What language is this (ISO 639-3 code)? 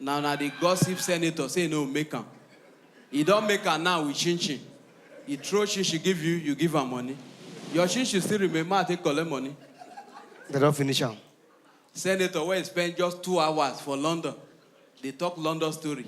pcm